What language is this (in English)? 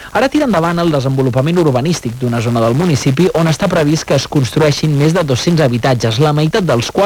Catalan